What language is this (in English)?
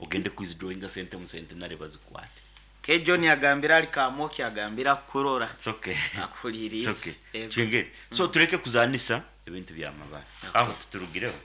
Nyankole